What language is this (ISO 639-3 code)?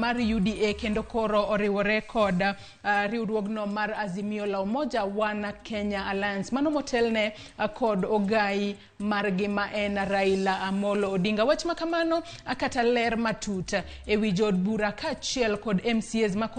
luo